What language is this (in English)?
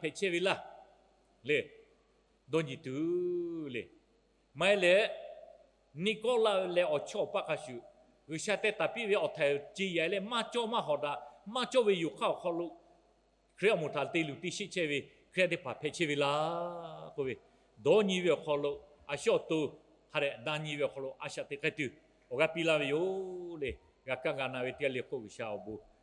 Lahu